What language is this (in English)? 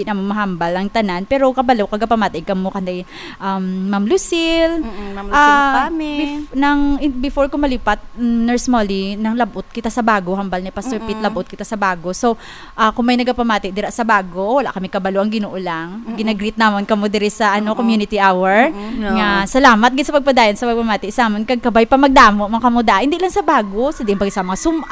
Hiligaynon